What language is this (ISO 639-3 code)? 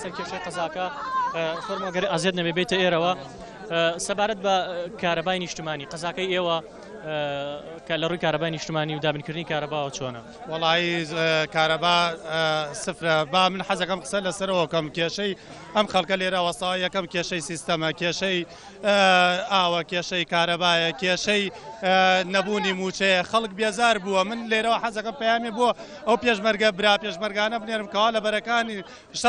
ckb